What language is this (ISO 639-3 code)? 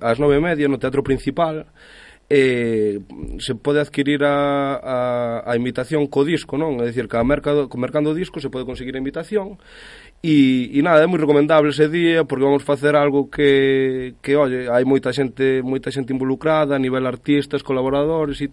glg